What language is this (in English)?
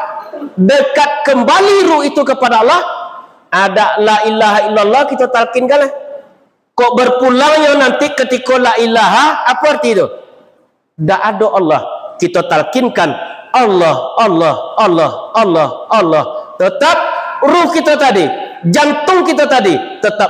Minangkabau